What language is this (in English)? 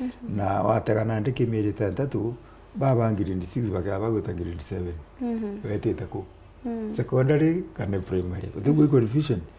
Meru